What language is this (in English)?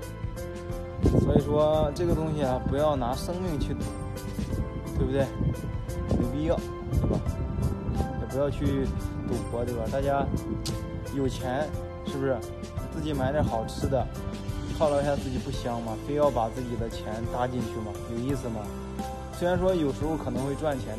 Chinese